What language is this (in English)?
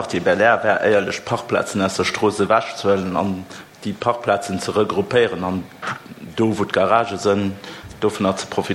Luxembourgish